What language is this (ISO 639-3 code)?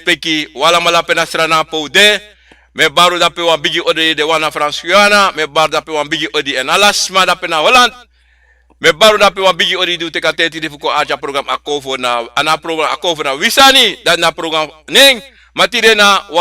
srn